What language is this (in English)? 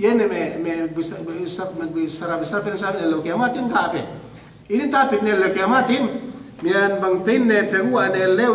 Yakan